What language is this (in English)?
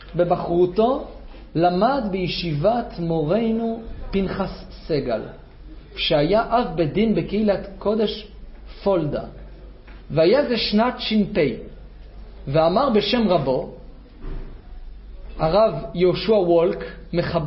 Hebrew